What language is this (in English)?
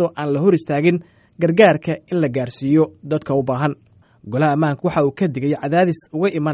Somali